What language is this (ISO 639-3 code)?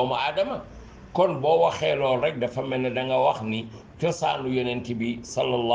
wol